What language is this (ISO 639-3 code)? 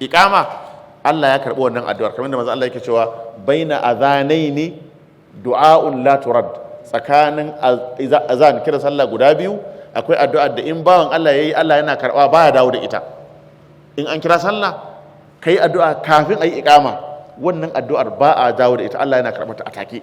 hau